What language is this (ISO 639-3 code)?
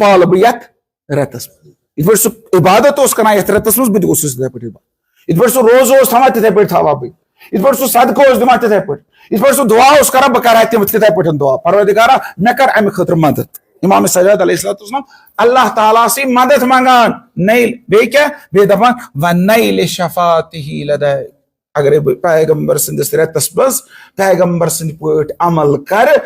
kas